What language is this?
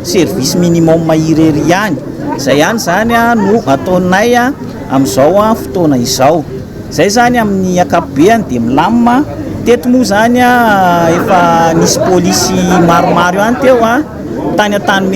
Malagasy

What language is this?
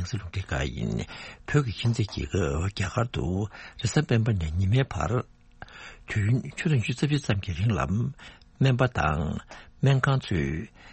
Tibetan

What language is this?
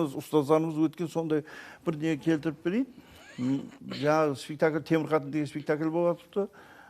Kara-Kalpak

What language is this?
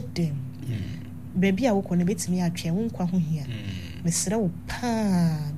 Akan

